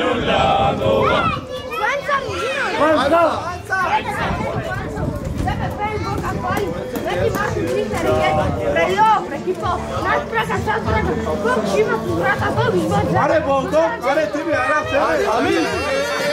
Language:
Bulgarian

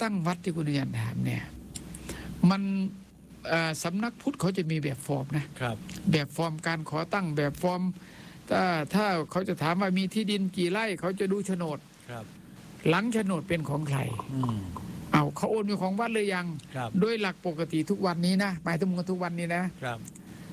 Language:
Thai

